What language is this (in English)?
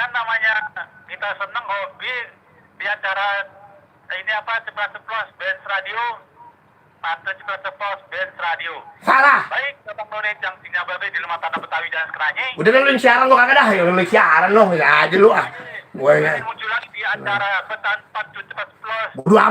Betawi